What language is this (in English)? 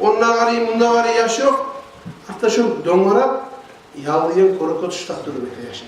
Kumyk